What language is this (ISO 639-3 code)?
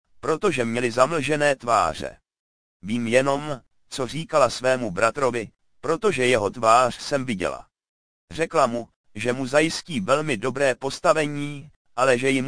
ces